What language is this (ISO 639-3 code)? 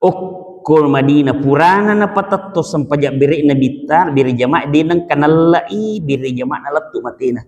bug